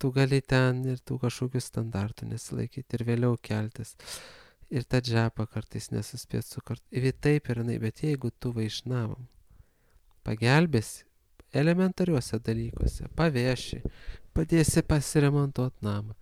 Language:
Lithuanian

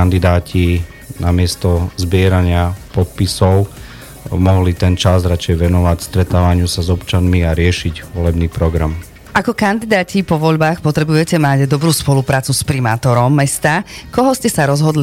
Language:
Slovak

